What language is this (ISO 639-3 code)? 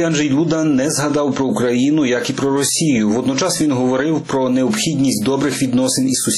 ukr